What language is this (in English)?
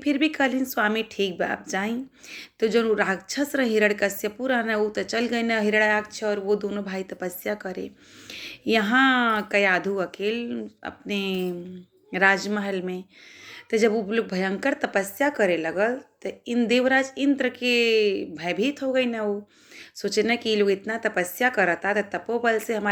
Bhojpuri